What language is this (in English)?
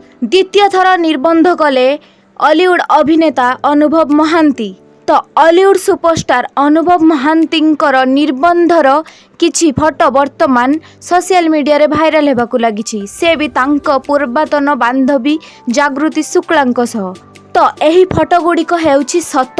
Odia